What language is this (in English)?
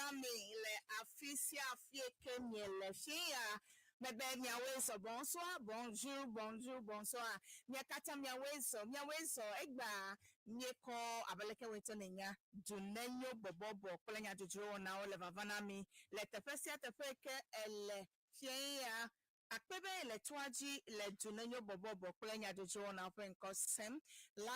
Ewe